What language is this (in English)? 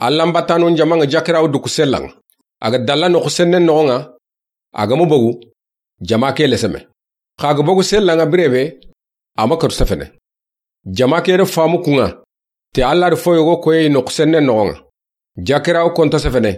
Soninke